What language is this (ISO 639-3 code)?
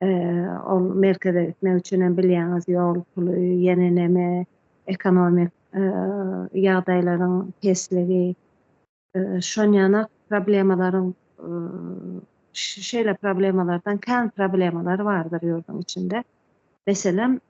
tuk